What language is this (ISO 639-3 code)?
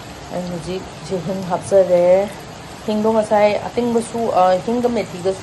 mni